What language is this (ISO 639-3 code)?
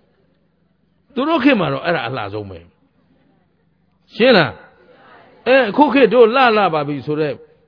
mya